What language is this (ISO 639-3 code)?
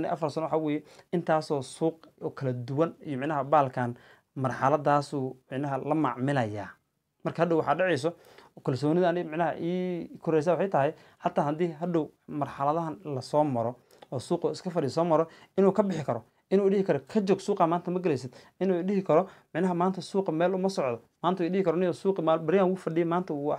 som